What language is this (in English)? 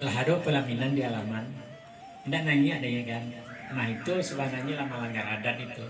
Minangkabau